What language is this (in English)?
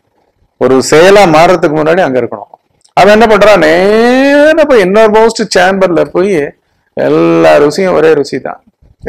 Tamil